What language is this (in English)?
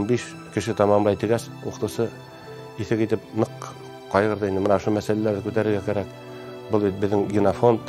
Bashkir